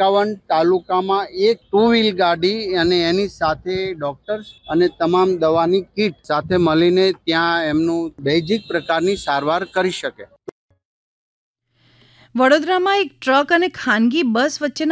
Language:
Gujarati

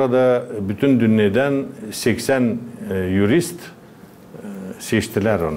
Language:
Gagauz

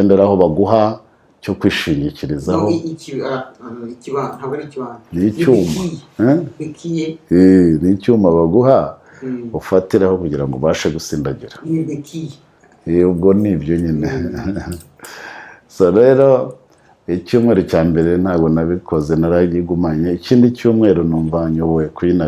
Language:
Kinyarwanda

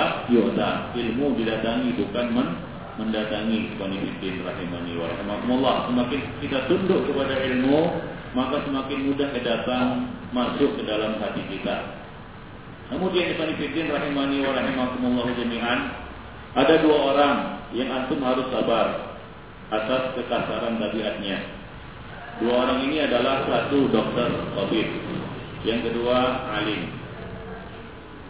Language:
Indonesian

